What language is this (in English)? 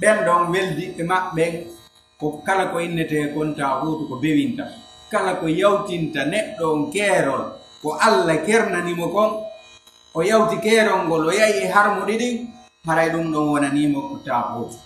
Fula